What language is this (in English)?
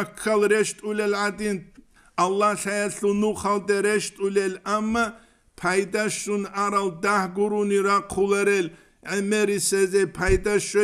Avaric